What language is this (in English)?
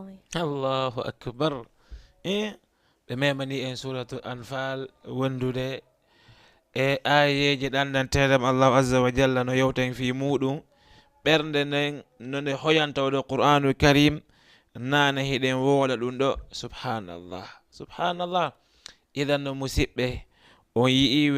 Fula